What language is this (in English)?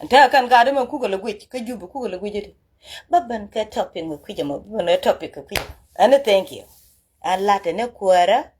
Nuer